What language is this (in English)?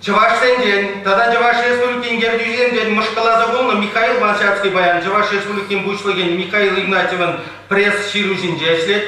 Chuvash